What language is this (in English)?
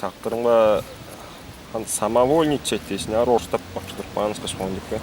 Tuvinian